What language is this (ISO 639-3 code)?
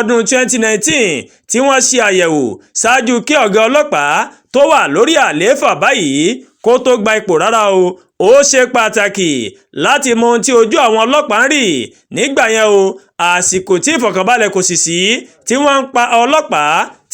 yor